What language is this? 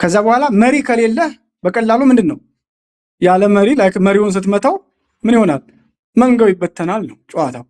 Amharic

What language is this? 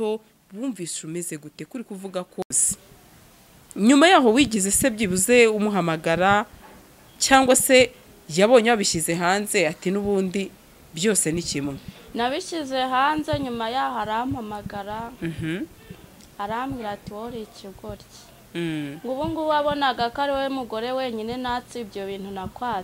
Kinyarwanda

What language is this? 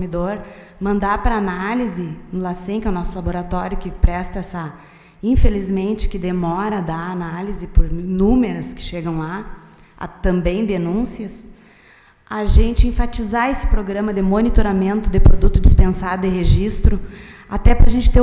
Portuguese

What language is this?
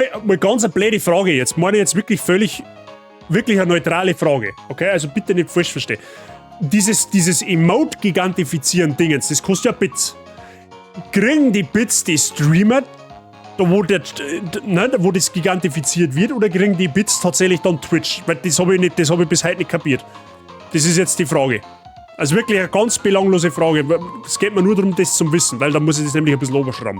Bavarian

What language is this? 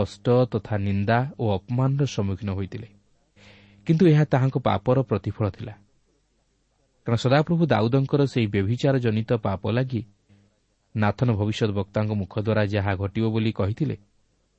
Odia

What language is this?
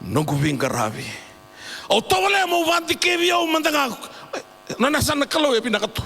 Fijian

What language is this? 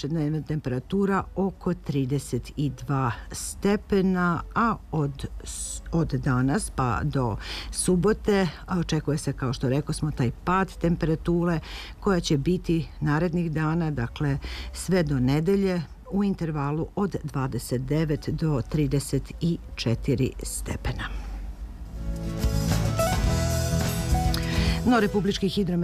Serbian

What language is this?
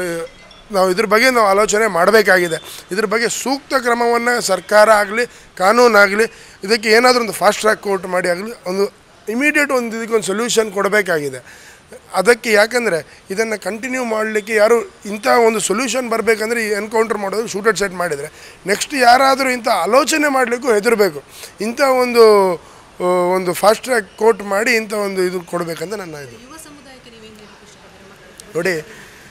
Kannada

